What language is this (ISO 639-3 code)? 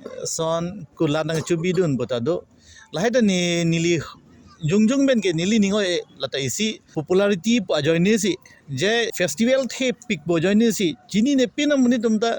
mjw